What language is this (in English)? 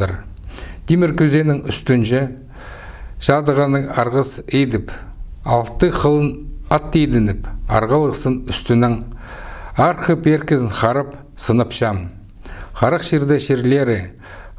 Khakas